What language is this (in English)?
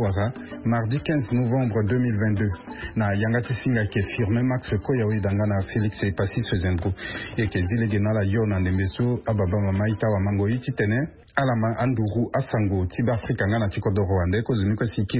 Sango